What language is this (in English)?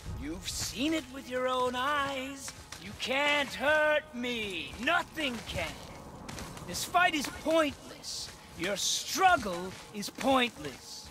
English